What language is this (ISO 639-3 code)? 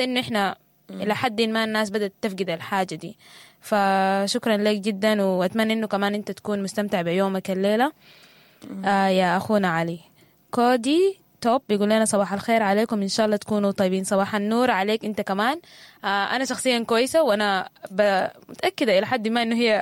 apd